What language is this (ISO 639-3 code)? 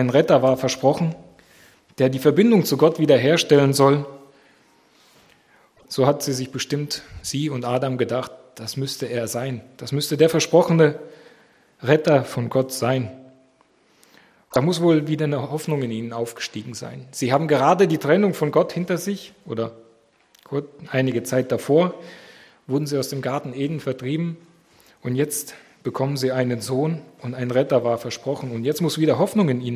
deu